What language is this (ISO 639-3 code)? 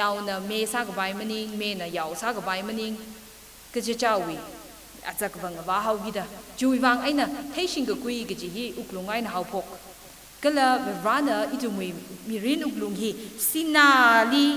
nmf